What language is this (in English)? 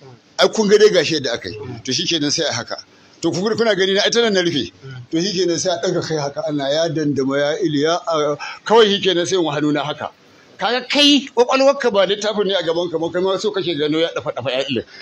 Hausa